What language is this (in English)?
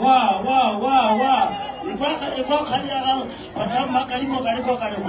Northern Sotho